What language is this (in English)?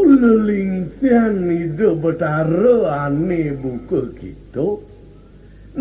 Balinese